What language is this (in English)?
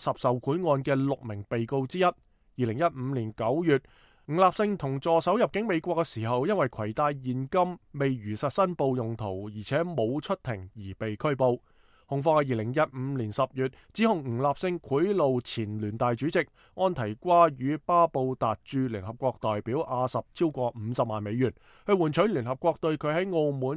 Cantonese